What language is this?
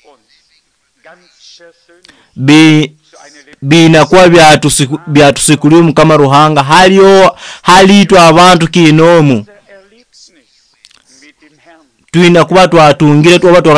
Nyoro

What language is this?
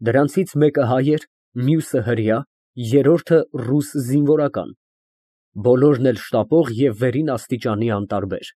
Armenian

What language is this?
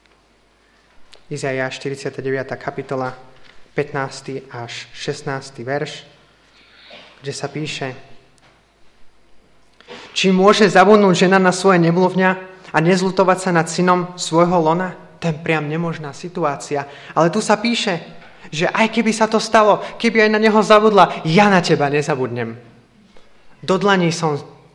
Slovak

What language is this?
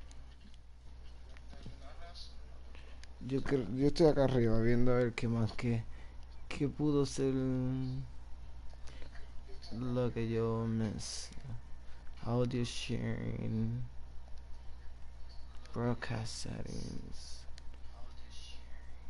Spanish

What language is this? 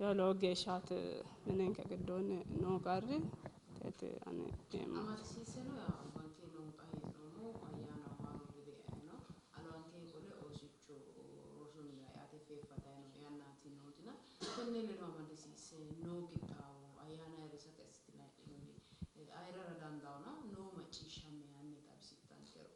Sidamo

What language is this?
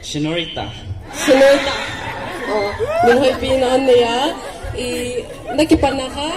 Paite Chin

